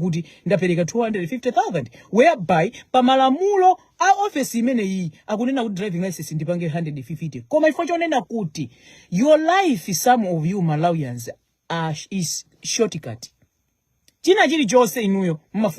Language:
Nyanja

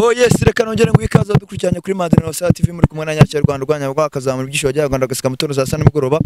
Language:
Kinyarwanda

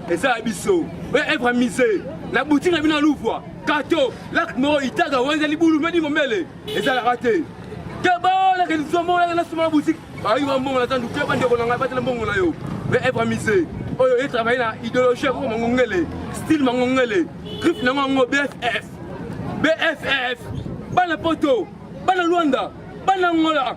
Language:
Lingala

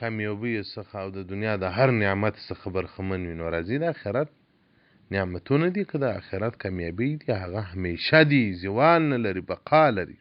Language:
Pashto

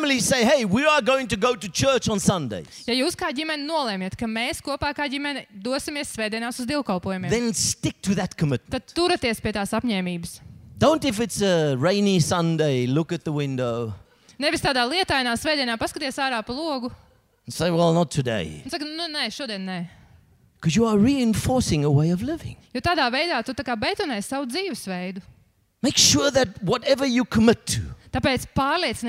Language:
Latvian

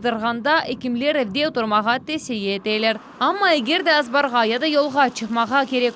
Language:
Crimean Tatar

